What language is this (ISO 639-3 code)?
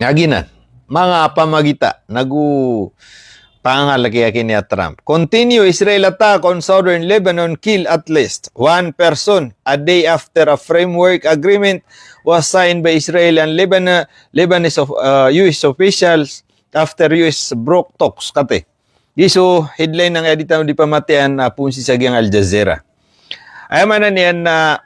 mrw